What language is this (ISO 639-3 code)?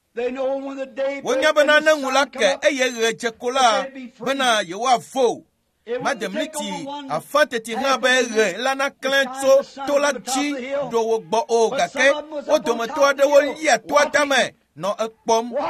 ewe